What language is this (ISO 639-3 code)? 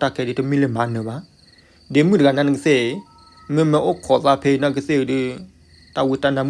ksw